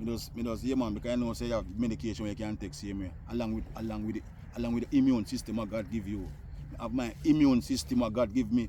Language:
Jamaican Creole English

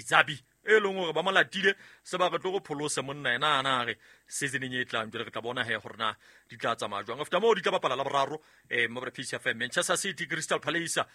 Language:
Southern Sotho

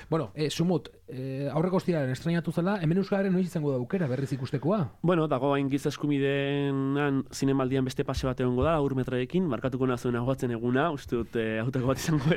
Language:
Basque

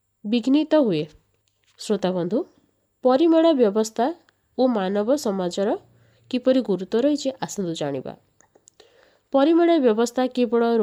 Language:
Odia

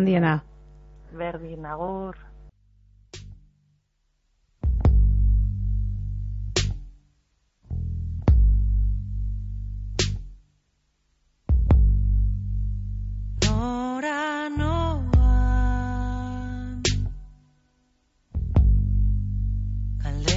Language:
Basque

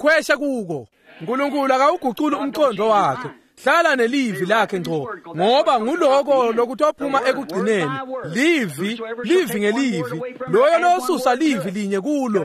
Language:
Swati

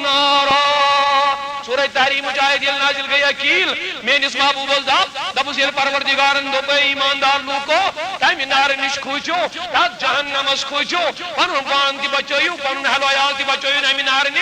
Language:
Kashmiri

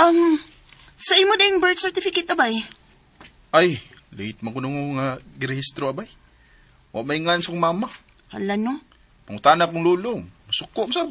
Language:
Cebuano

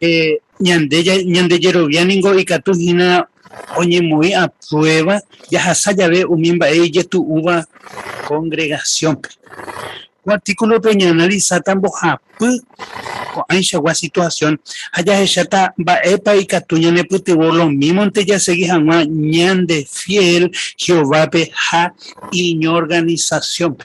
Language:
Guarani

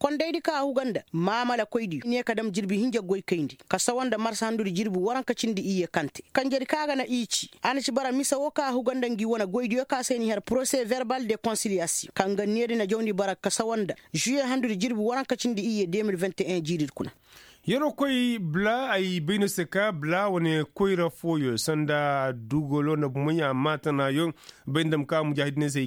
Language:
Koyraboro Senni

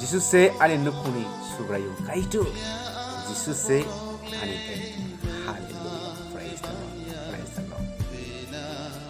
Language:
Kok Borok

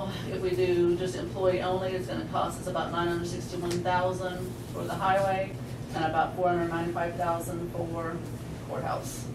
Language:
English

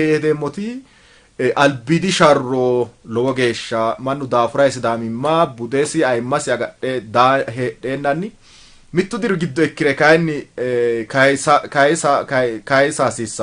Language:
Sidamo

